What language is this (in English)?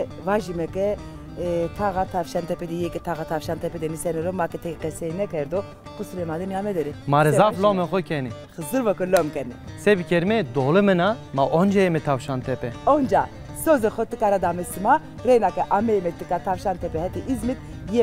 Zaza